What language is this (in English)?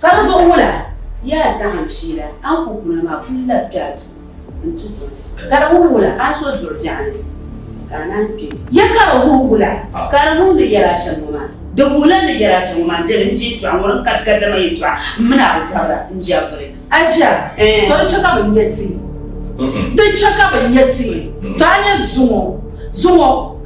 Dagbani